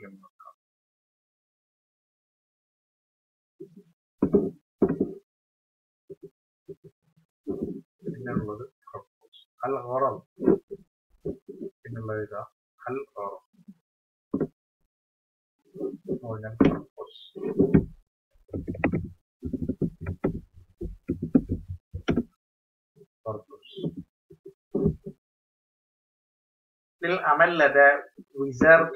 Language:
Malayalam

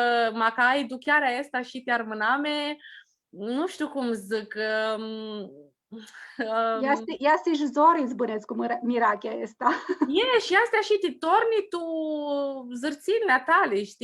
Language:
Aromanian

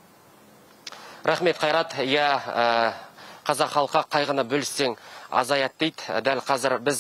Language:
Kazakh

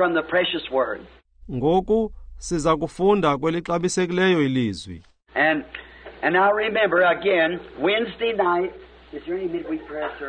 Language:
Xhosa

